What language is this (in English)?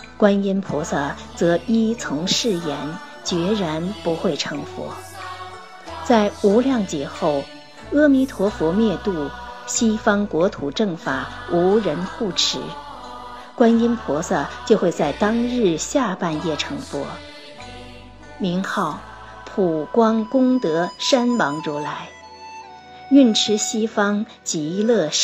Chinese